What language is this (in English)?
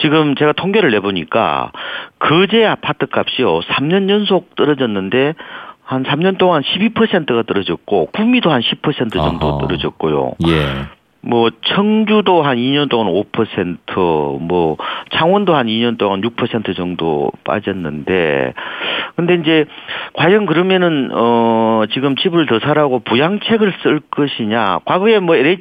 Korean